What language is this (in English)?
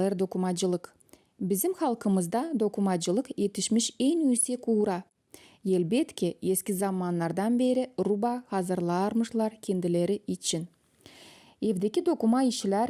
Gagauz